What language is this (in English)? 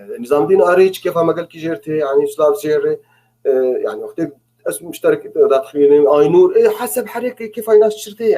North Levantine Arabic